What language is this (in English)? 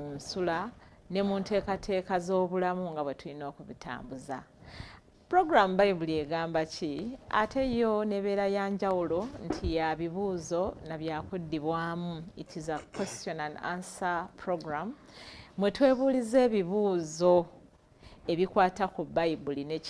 Ganda